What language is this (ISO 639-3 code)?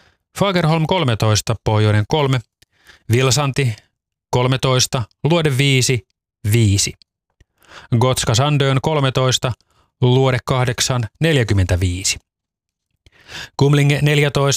fin